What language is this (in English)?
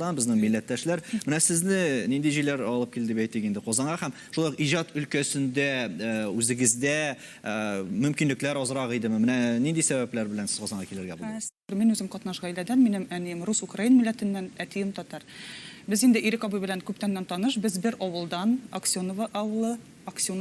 Tatar